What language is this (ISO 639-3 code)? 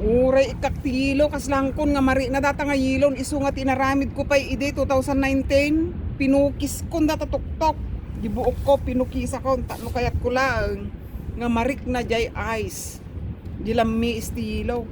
ilo